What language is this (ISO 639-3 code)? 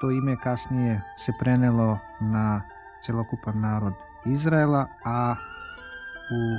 srp